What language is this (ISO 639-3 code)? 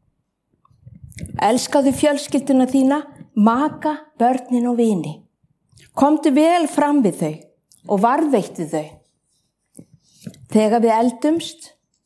isl